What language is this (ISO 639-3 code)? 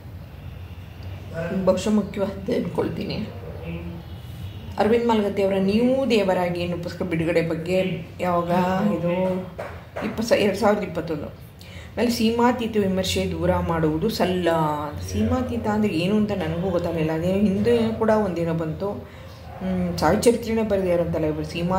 kan